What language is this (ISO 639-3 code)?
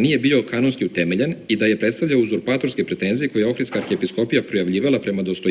srp